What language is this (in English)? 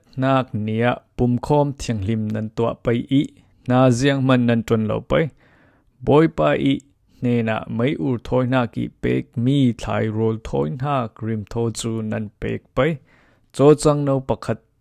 Falam Chin